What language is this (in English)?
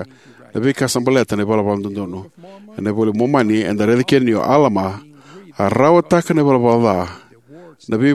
Fijian